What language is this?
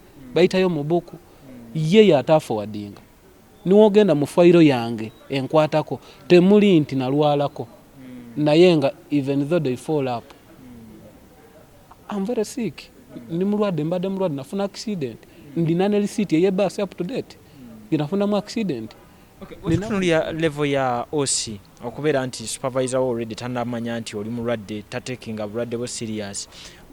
Ganda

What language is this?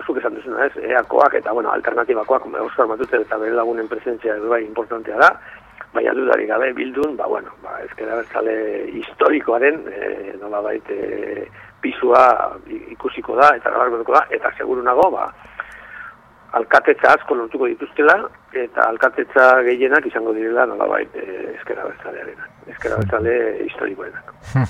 Basque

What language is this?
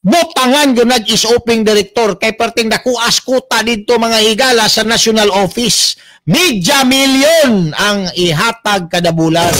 Cebuano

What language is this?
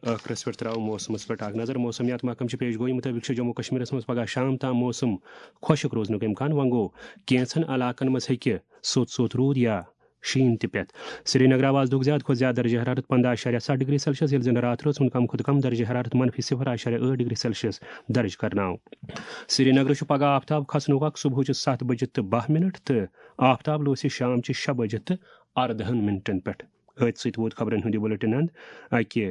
Kashmiri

